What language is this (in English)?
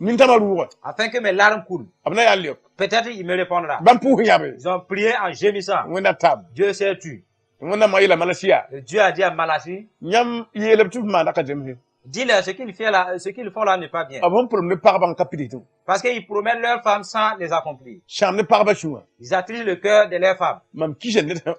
Mossi